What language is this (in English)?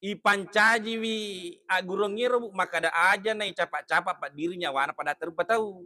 Buginese